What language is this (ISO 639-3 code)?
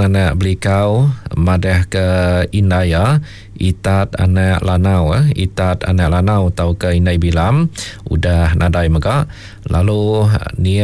iba